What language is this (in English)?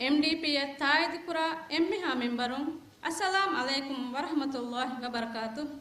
Divehi